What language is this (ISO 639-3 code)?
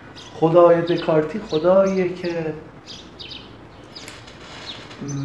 fas